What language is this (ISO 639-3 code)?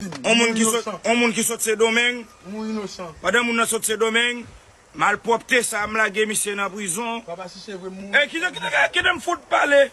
hat